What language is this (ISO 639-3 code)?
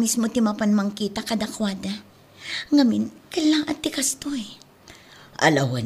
ilo